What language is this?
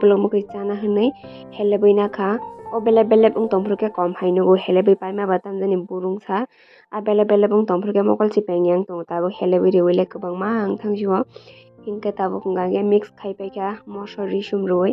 Kok Borok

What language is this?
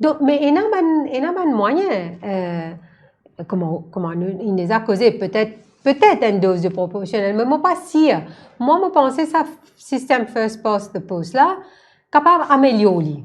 Morisyen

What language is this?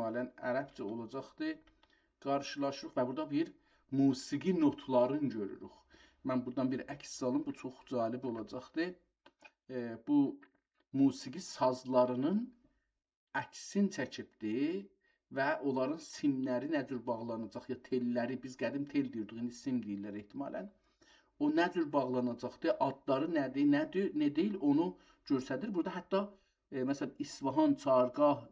South Azerbaijani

